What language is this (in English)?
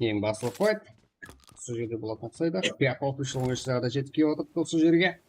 Kara-Kalpak